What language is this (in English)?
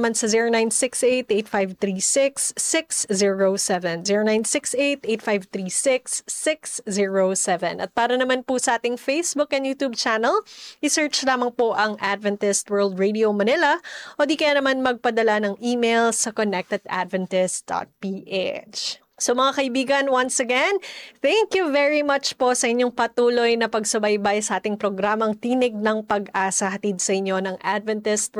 Filipino